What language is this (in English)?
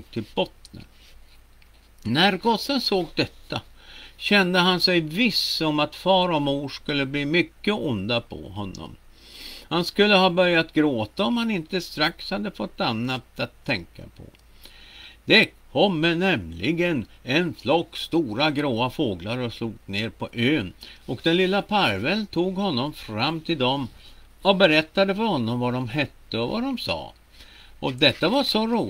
Swedish